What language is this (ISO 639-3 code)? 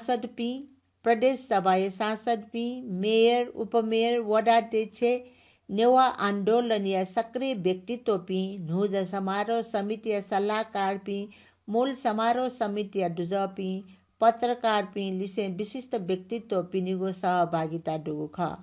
new